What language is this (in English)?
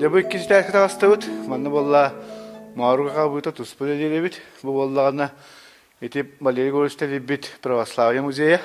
Yakut